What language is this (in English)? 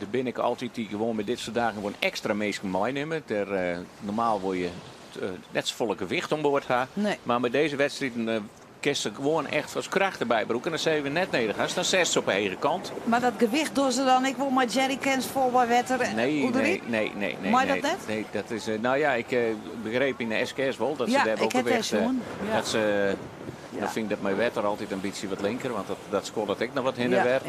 Western Frisian